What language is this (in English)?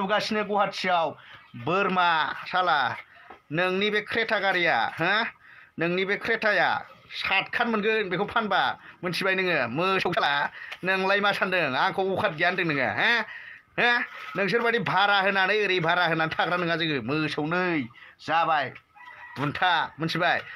Bodo